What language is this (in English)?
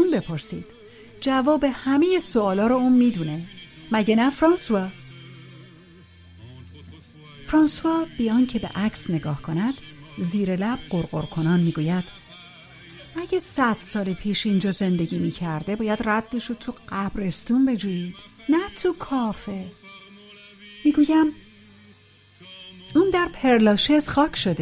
Persian